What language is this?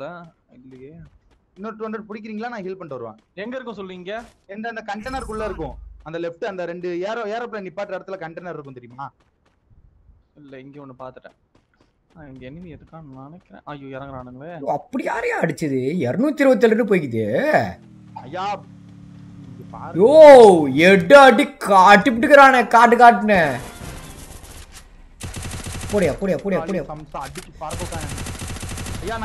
Tamil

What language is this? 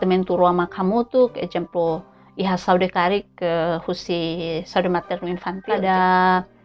Tetum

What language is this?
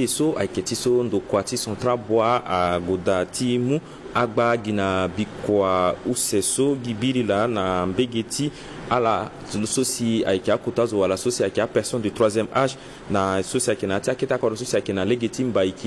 Sango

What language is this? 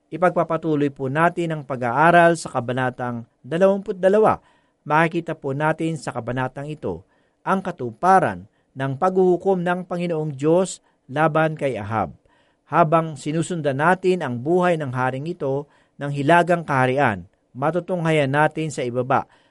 Filipino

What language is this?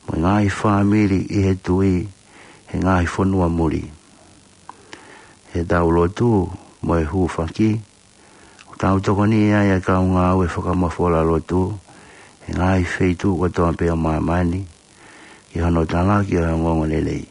Tongan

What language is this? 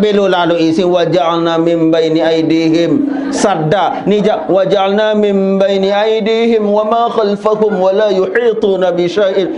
Sasak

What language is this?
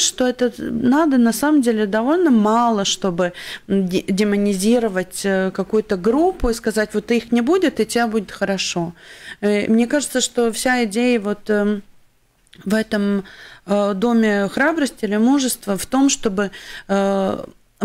Russian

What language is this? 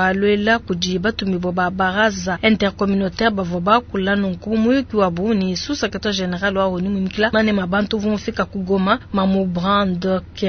Luba-Lulua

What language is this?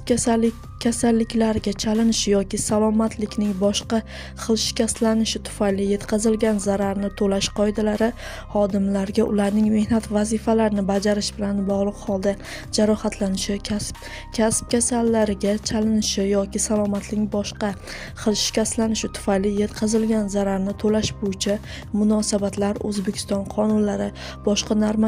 Uzbek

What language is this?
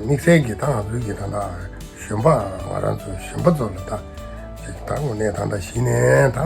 Tibetan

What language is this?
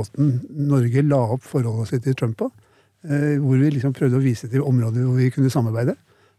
Norwegian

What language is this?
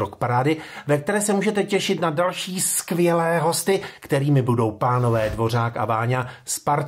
Czech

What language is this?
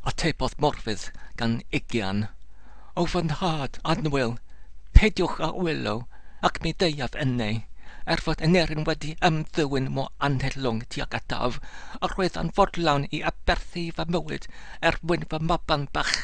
Welsh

